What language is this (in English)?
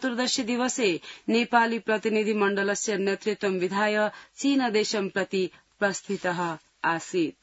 Sanskrit